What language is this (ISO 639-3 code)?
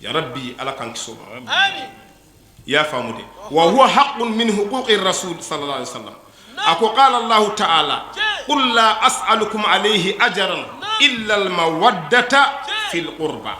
bam